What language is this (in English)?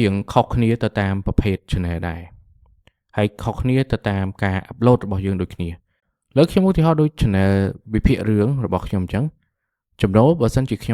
Khmer